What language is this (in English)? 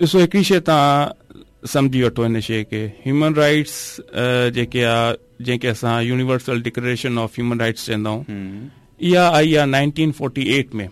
Saraiki